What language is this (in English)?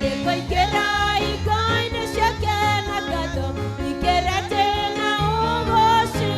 Kikuyu